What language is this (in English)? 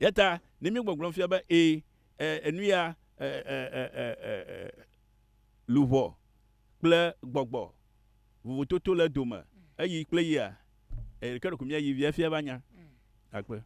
Ewe